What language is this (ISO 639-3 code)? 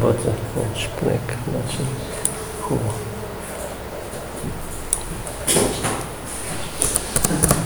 bul